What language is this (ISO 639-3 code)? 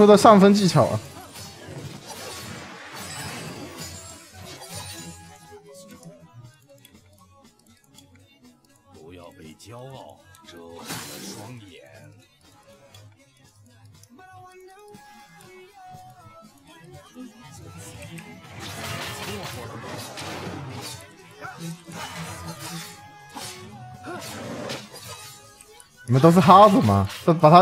zho